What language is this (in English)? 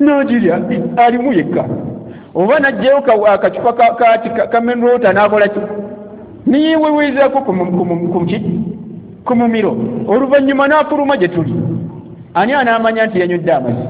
Ganda